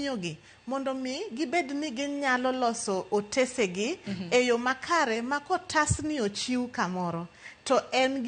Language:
Luo (Kenya and Tanzania)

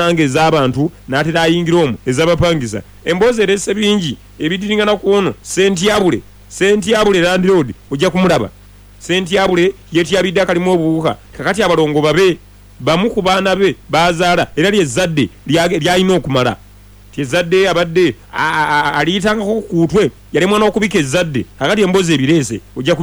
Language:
Ganda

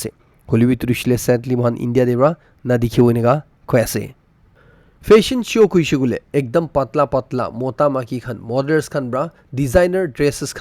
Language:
Naga Pidgin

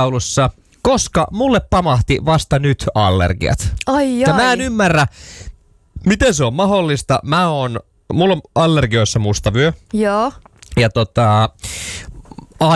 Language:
Finnish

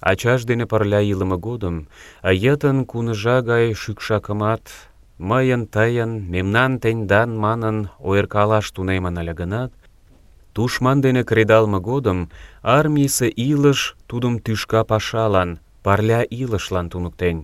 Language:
Mari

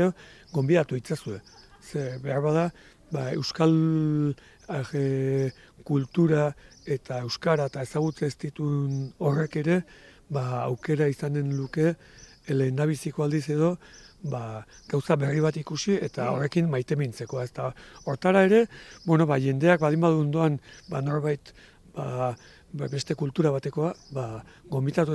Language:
Basque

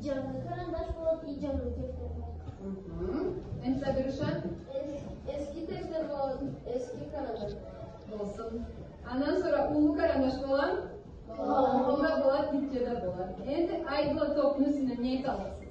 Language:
Karachay-Balkar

